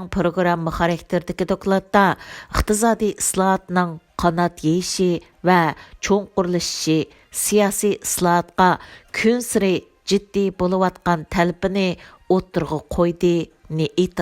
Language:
Uyghur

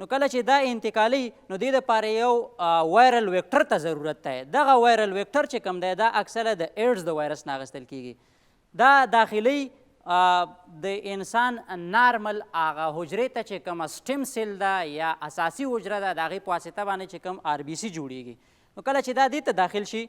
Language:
Pashto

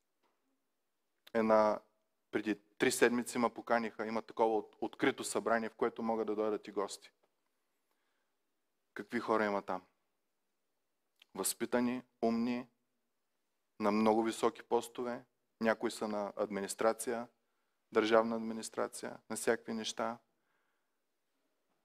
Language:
Bulgarian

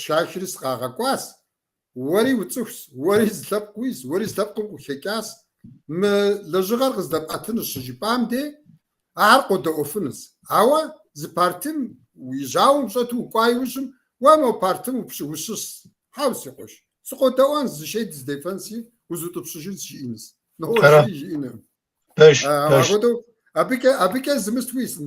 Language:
Kabardian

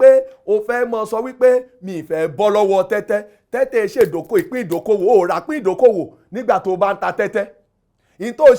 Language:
Yoruba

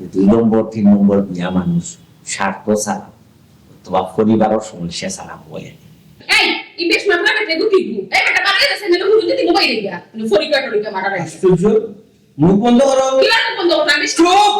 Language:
Sylheti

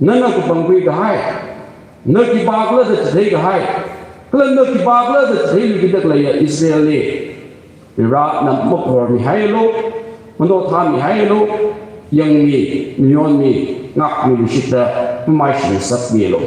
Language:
Tangkhul Naga (India)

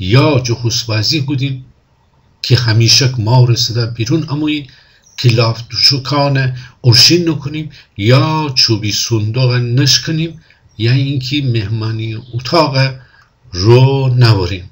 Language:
Gilaki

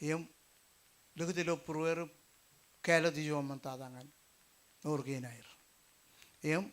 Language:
Marshallese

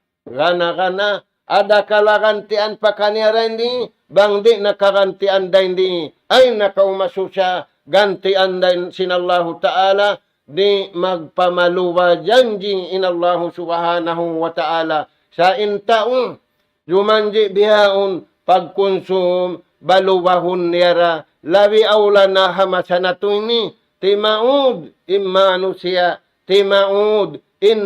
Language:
Tausug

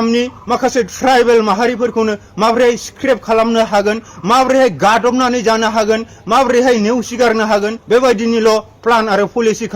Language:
Bodo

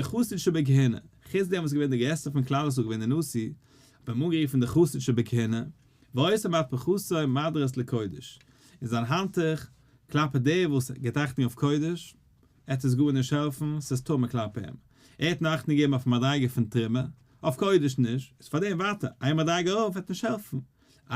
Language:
Yiddish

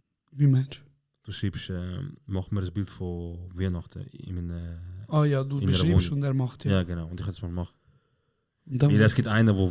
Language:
Swiss German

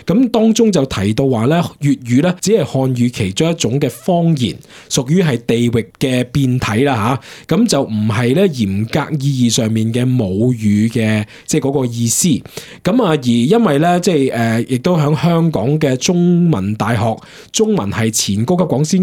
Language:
Cantonese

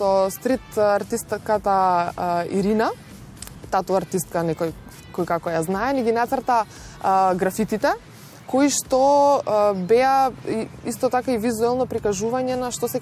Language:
Macedonian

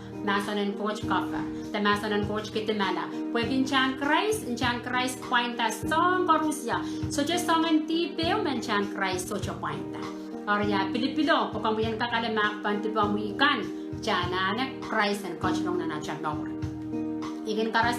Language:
Pohnpeian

